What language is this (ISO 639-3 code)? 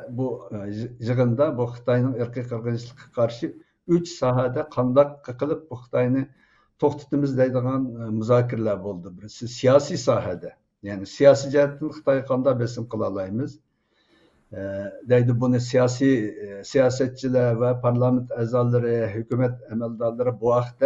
uig